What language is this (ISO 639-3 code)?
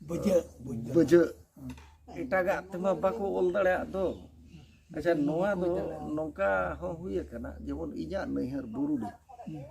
sat